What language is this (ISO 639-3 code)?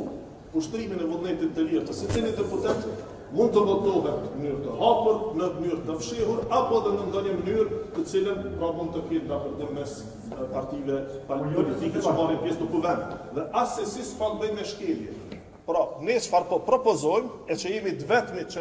sqi